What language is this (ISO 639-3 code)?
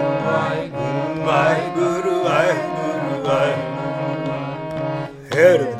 pan